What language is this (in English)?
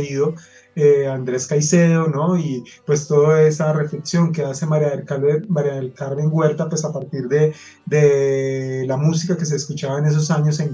Spanish